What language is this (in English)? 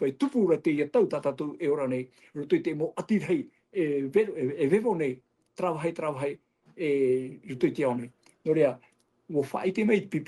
Tahitian